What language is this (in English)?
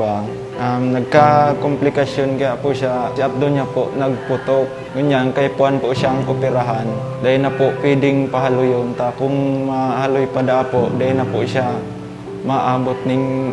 Bikol